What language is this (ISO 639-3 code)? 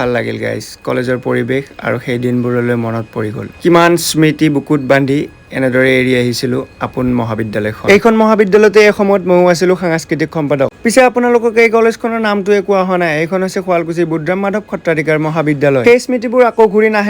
asm